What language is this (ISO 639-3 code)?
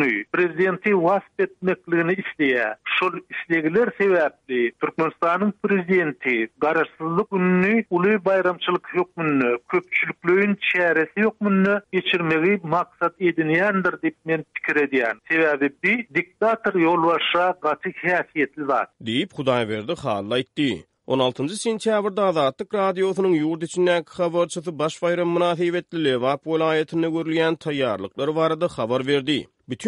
tuk